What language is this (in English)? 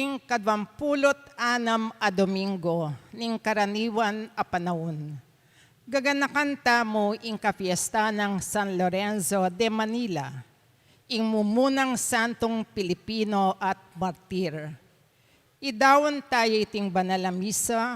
Pampanga